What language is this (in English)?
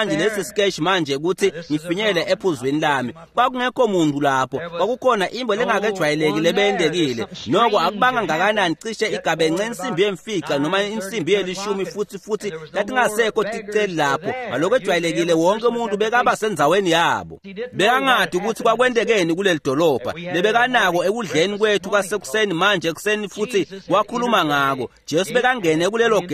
Swati